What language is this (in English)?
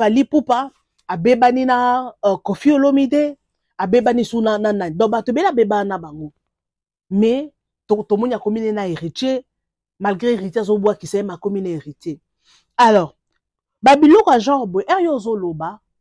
Lingala